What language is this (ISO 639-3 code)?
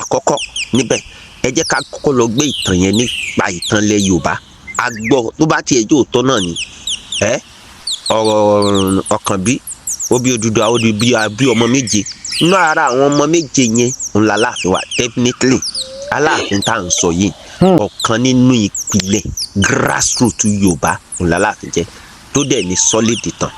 yor